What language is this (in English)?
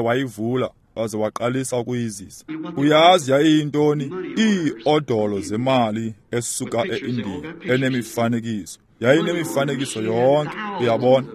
Xhosa